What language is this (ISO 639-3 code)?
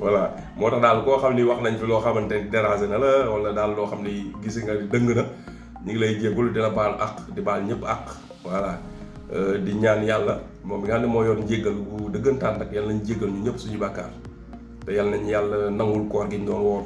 wol